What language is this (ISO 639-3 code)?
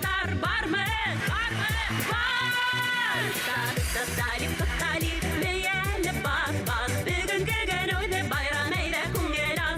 bak